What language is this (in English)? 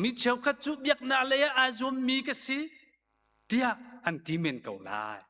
Hakha Chin